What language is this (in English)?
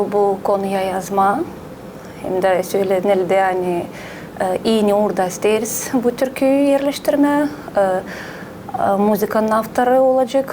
Gagauz